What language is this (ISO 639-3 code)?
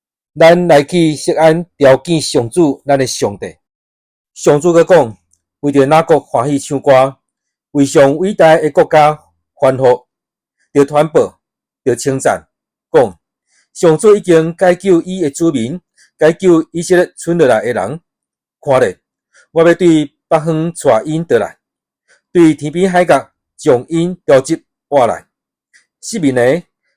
nan